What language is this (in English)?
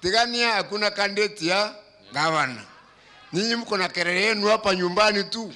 Meru